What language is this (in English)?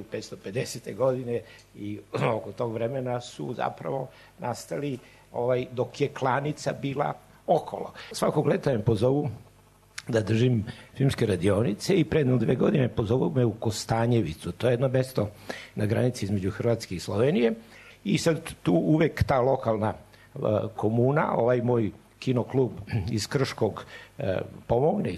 Serbian